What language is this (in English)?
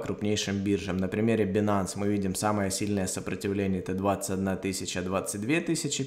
Russian